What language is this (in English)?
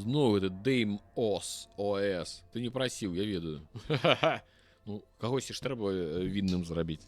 Belarusian